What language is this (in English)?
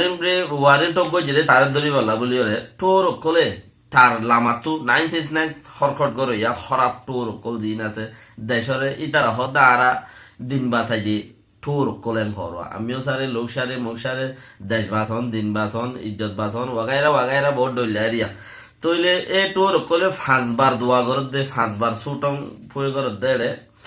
Rohingya